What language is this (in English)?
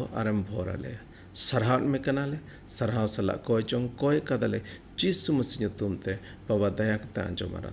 Santali